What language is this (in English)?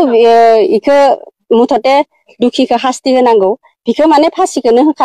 Bodo